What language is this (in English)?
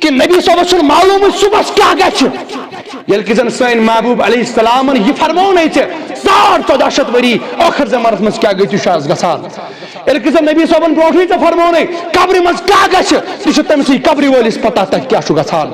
Kashmiri